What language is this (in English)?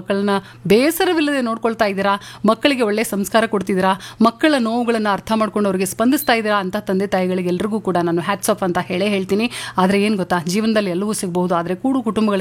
Kannada